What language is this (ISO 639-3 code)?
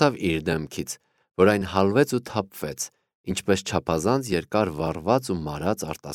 hye